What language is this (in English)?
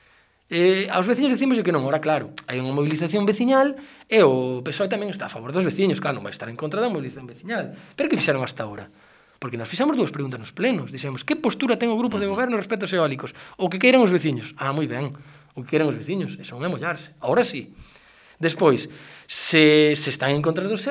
Galician